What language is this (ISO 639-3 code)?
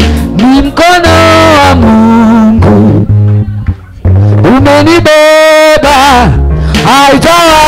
swa